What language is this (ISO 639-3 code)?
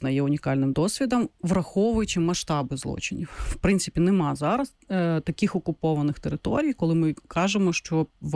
ukr